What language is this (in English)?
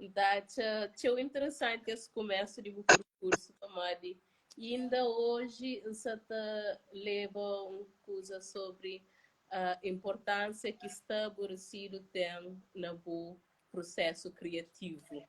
Kabuverdianu